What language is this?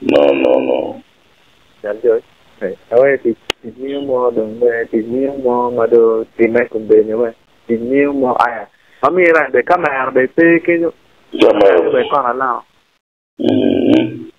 Acoli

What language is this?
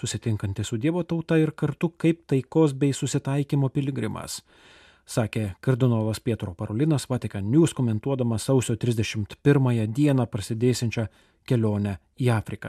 Lithuanian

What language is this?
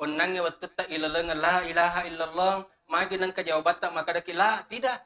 Buginese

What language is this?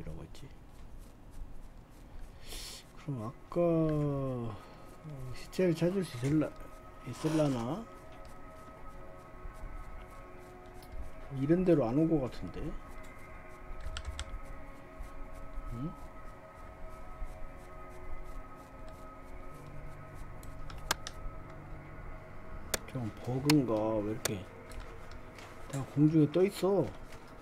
Korean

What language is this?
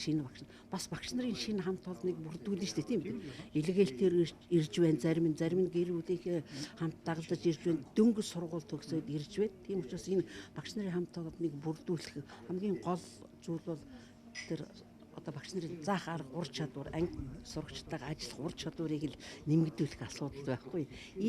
Mongolian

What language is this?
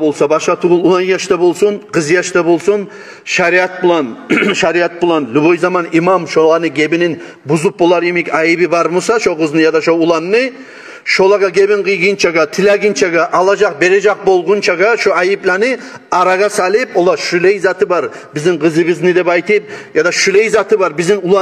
Kumyk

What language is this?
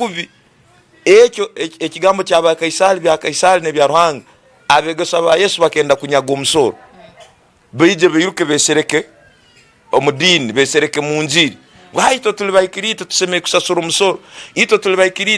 Tooro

